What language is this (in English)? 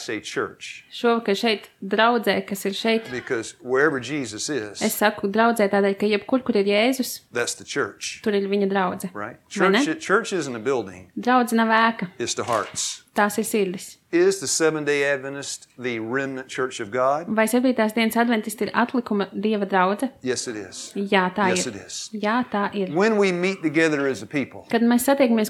Latvian